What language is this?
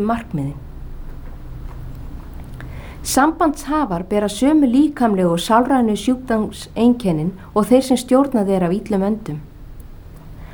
Icelandic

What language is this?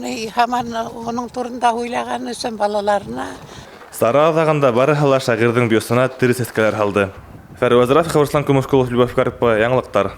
Bashkir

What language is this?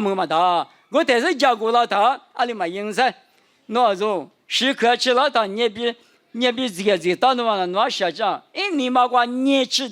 Lisu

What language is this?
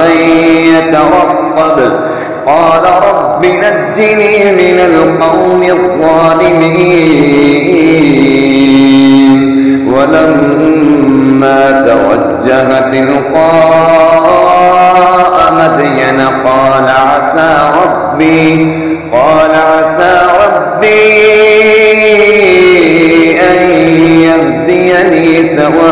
Arabic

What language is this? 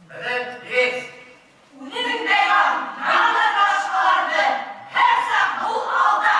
Bashkir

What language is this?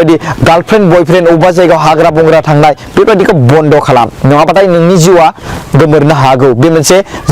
Bodo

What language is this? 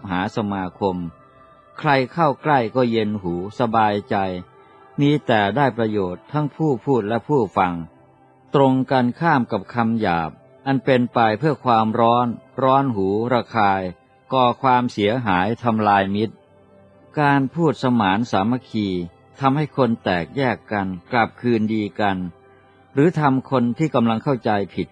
Thai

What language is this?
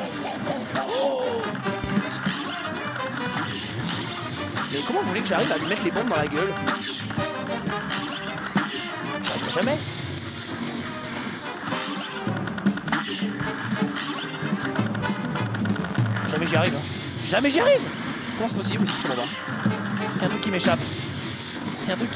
French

